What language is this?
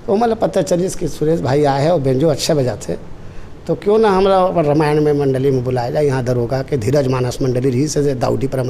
Chhattisgarhi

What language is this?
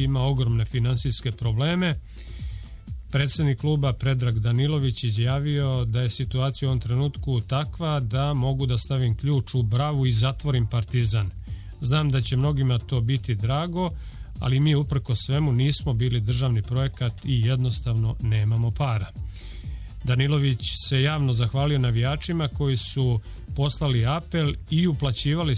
Serbian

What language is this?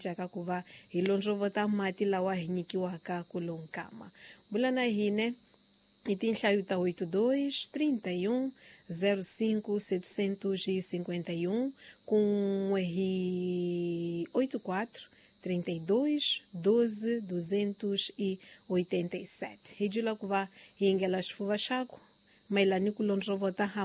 Tsonga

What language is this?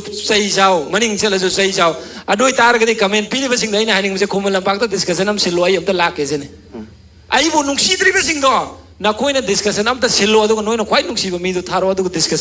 Manipuri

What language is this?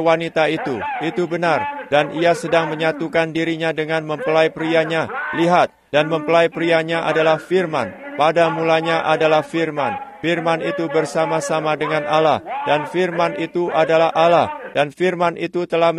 Indonesian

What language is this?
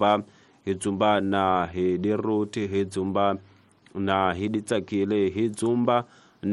Tsonga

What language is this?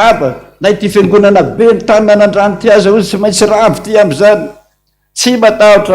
Malagasy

